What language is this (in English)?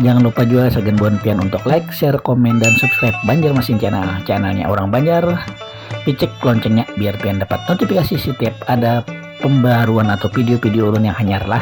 Banjar